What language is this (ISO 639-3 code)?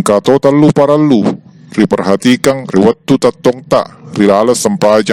bug